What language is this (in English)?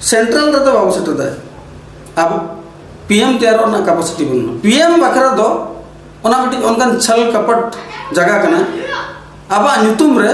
Santali